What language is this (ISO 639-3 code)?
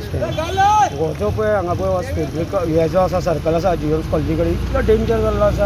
kok